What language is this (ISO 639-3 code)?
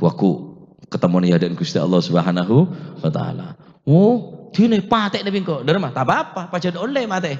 mad